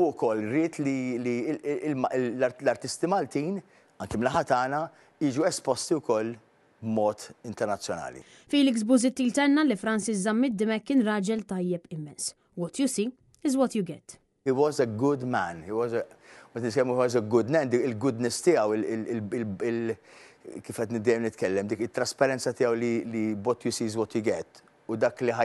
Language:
Maltese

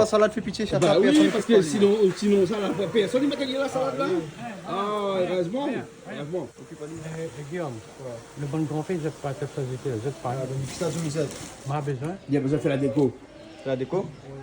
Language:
Réunion Creole French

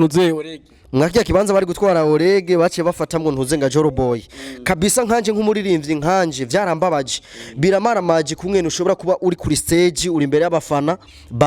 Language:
Rundi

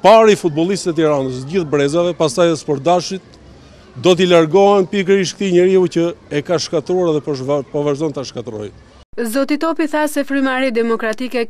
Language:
Albanian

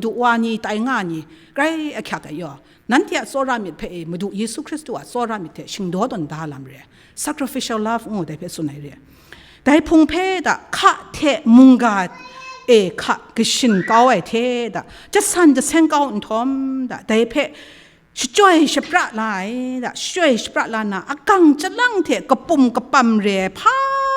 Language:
Kachin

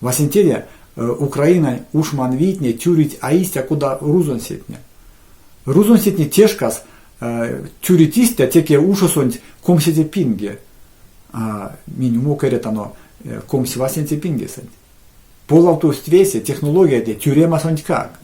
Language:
Erzya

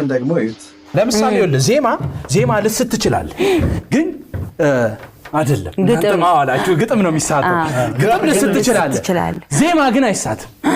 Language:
Amharic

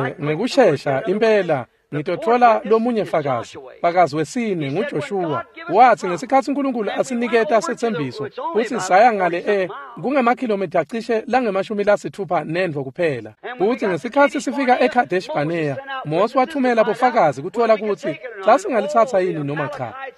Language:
Swati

